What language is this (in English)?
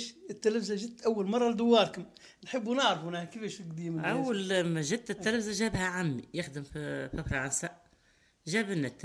Tunisian Arabic